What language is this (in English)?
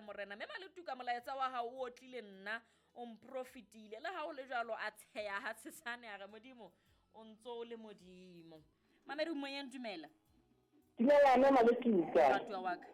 Southern Sotho